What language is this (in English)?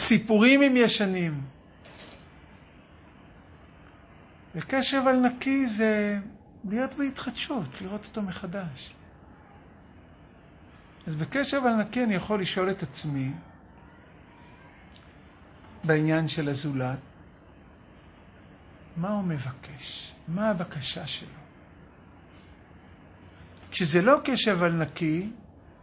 Hebrew